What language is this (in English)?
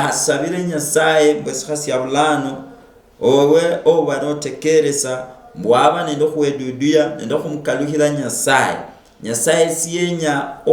Luyia